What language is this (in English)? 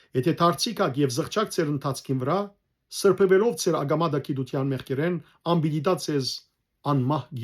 Western Armenian